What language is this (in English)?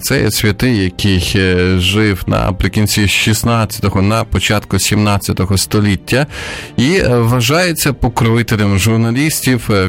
Ukrainian